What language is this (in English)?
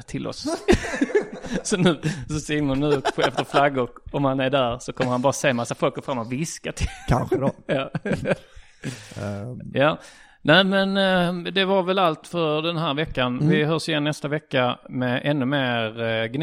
Swedish